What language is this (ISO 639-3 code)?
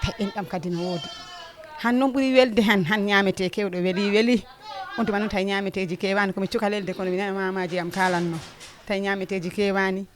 ful